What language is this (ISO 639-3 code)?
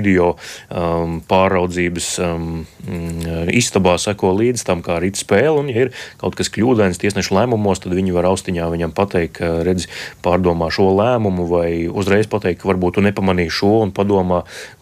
lav